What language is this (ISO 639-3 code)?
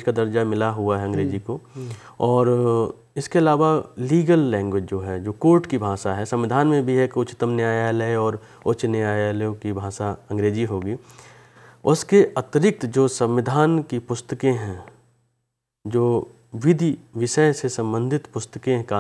hin